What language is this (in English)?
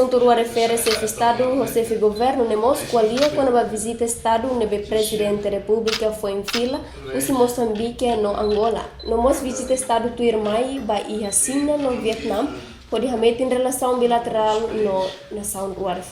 Tetum